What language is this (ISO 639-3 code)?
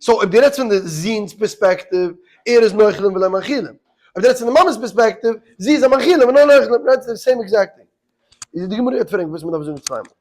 yid